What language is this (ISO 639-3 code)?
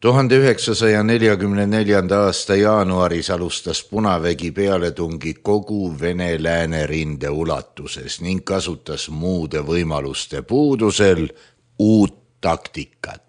est